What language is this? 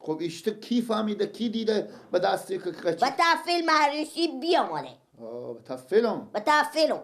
Persian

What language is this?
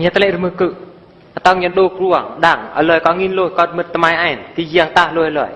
Eastern Bru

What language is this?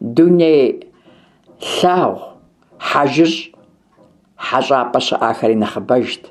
Kabardian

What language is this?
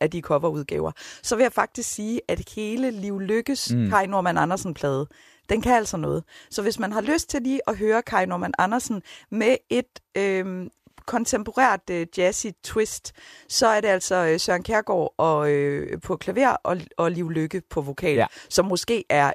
Danish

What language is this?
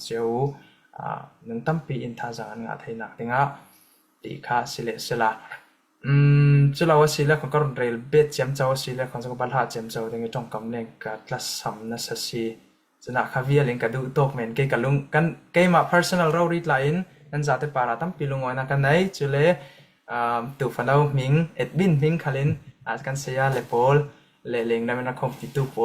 Falam Chin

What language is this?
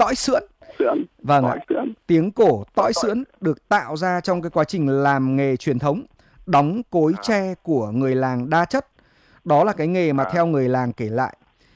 Vietnamese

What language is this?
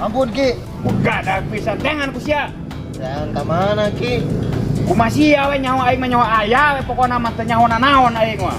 Sundanese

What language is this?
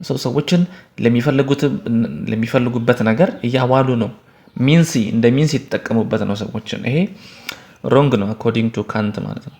Amharic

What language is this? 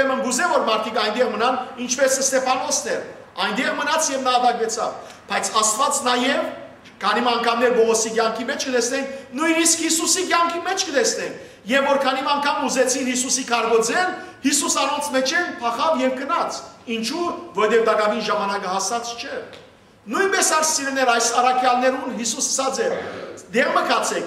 Western Armenian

